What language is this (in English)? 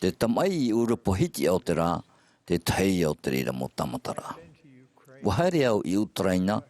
Tahitian